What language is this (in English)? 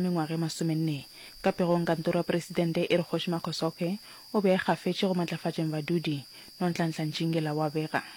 Northern Sotho